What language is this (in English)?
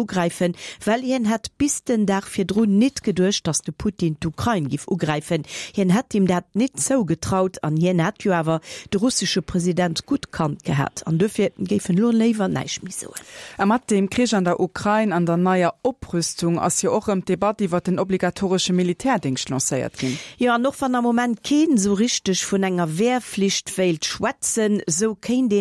Luxembourgish